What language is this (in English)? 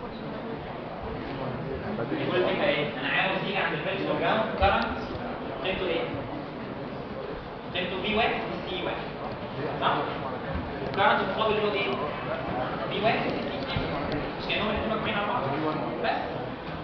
Egyptian Arabic